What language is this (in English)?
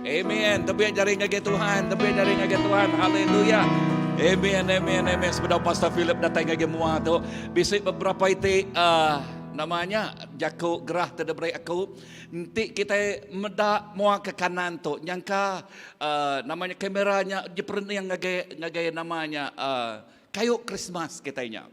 Iban